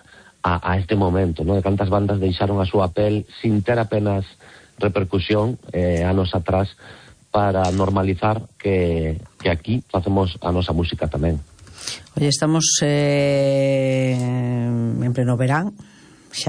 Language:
Galician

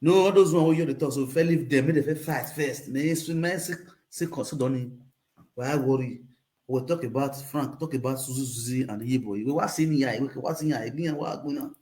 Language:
Nigerian Pidgin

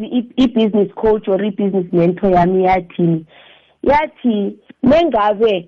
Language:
South Ndebele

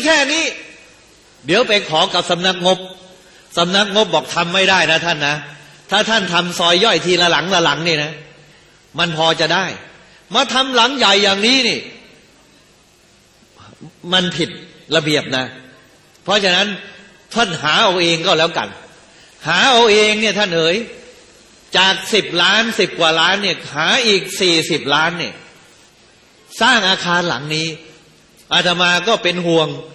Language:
Thai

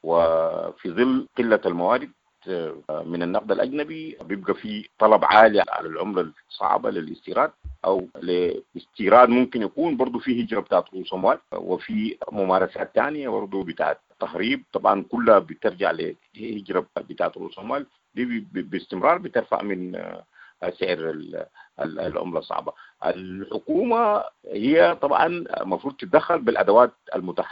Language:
Sudanese Arabic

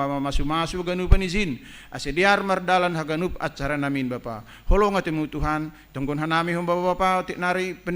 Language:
Batak Simalungun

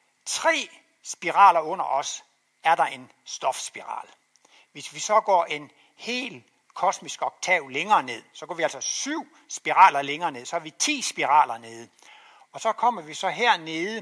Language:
Danish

